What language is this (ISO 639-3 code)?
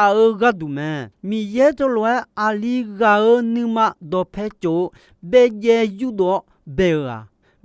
ahk